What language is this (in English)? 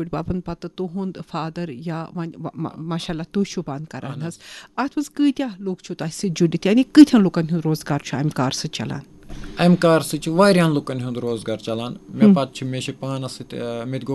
Kashmiri